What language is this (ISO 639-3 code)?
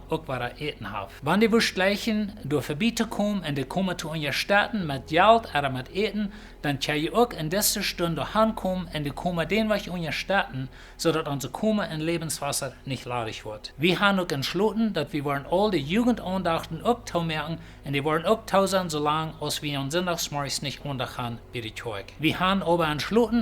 pdt